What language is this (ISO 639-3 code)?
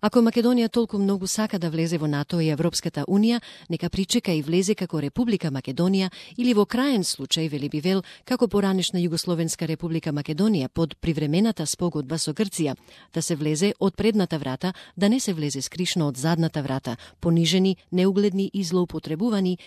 mkd